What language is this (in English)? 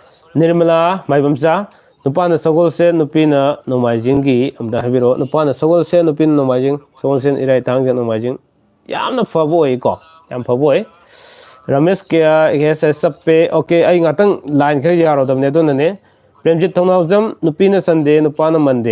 Manipuri